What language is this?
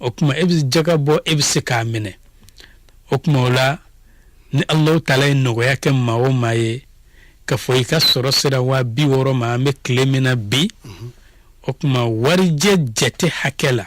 Bambara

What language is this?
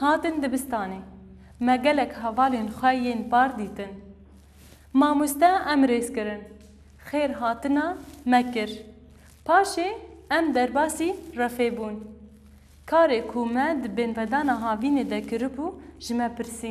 Kurdish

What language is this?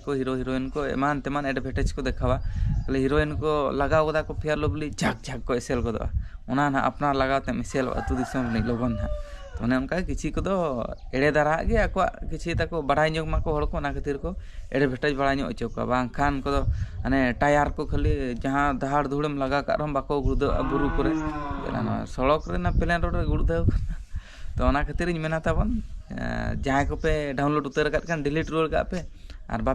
Santali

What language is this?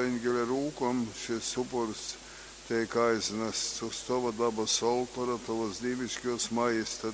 Latgalian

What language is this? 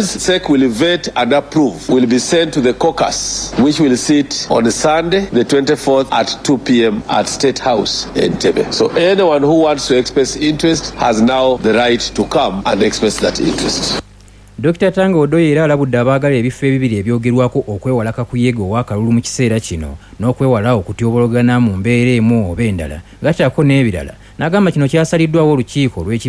Ganda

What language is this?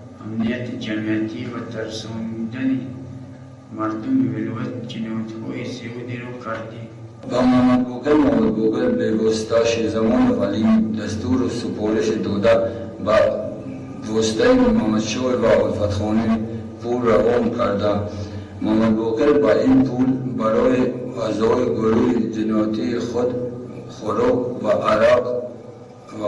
Tajik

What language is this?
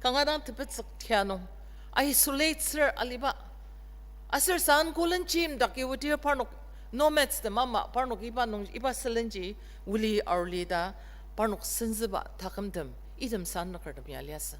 Ao Naga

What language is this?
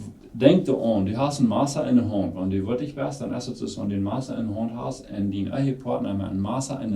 Plautdietsch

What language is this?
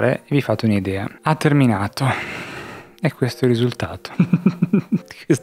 Italian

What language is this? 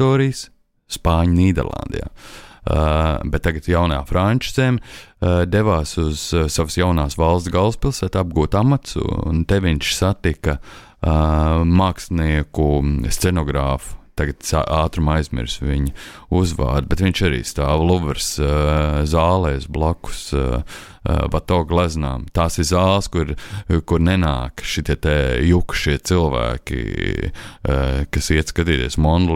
Latvian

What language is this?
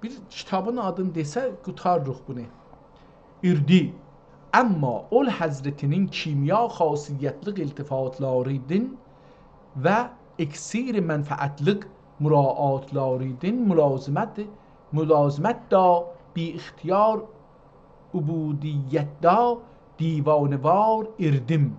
South Azerbaijani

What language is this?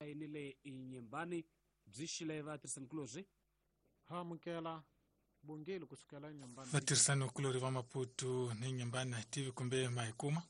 Tsonga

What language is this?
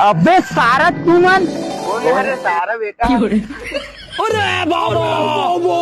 Chhattisgarhi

